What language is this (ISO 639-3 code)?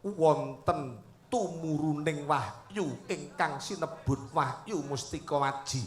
jav